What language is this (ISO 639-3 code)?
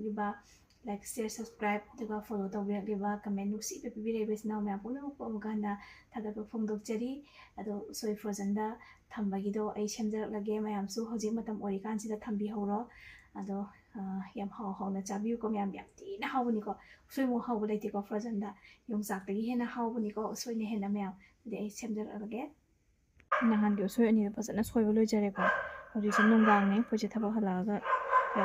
mni